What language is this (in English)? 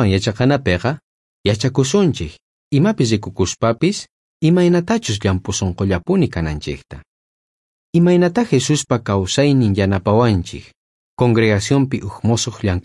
South Bolivian Quechua